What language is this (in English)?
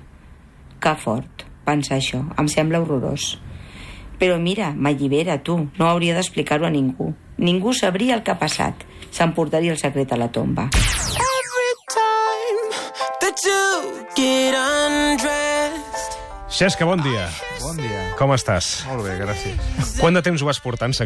Catalan